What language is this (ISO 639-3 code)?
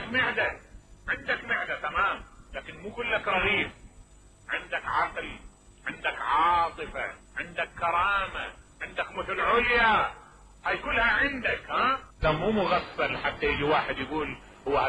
acm